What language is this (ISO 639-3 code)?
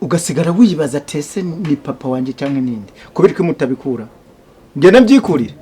kin